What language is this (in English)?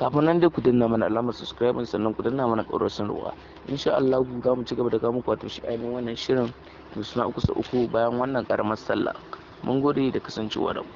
Hausa